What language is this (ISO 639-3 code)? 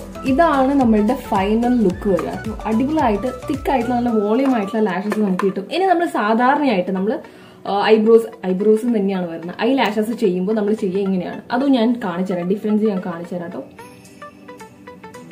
mal